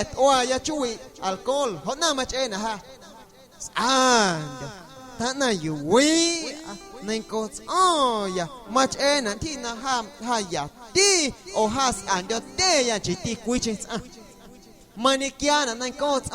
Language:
Guerrero Amuzgo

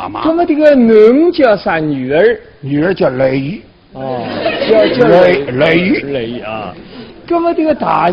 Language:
Wu Chinese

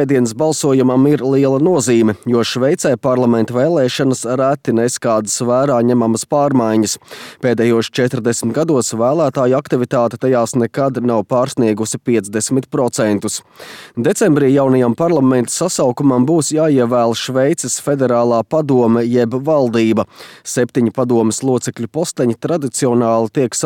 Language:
Latvian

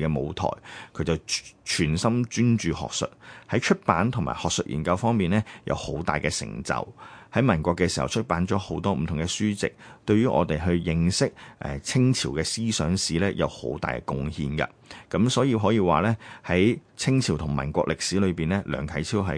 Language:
Cantonese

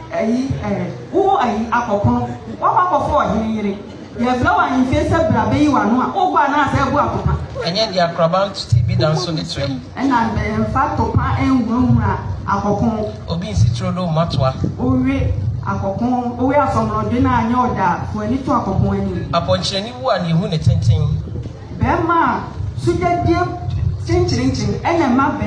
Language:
Akan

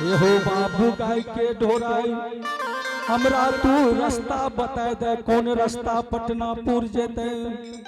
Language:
Angika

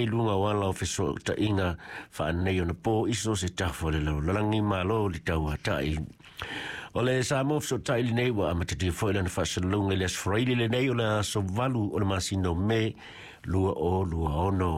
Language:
Samoan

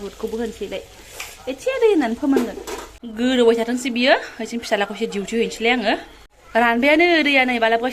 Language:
Bodo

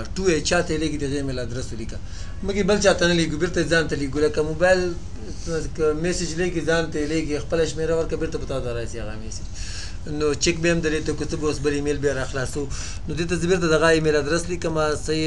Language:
Pashto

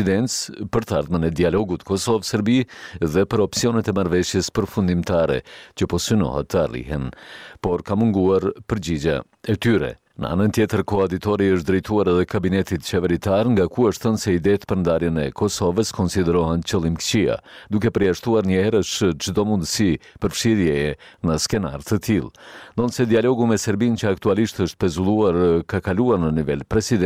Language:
Albanian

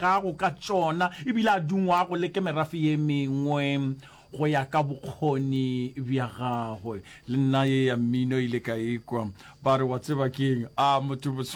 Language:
Northern Sotho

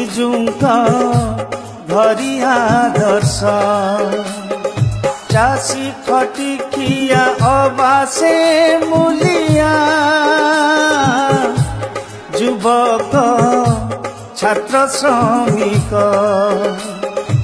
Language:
Odia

